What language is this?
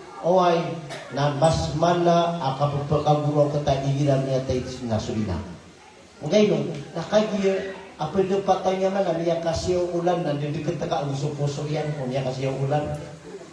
Maranao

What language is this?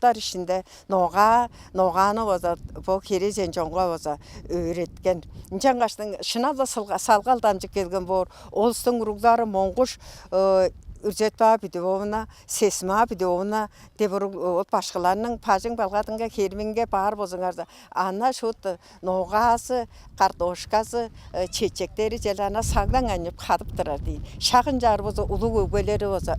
Tuvinian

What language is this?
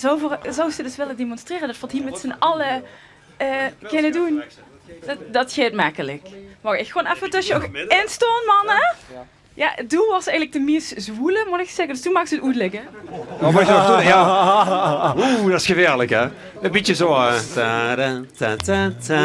Limburgish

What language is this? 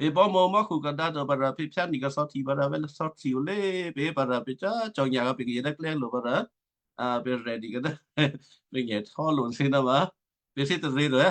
Western Kayah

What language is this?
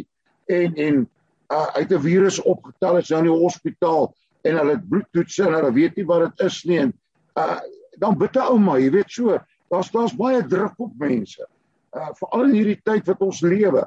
Afrikaans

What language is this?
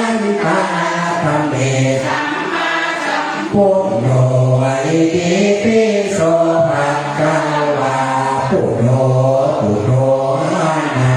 Pali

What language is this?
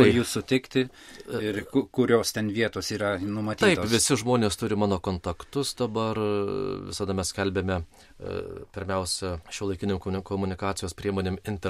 Lithuanian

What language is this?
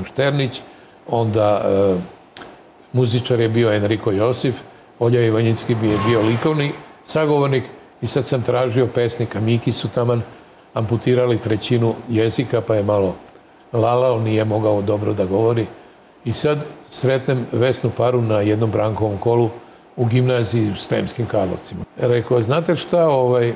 Serbian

